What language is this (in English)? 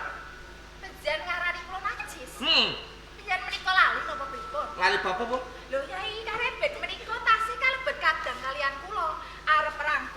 Javanese